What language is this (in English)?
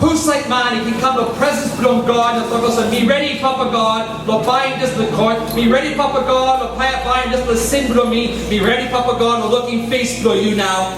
Tok Pisin